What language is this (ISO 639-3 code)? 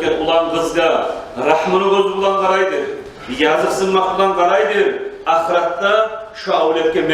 kum